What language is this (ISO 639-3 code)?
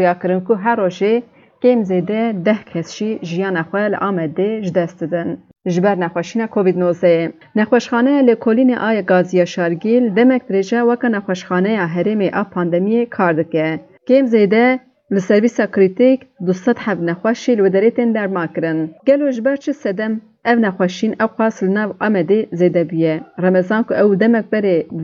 kur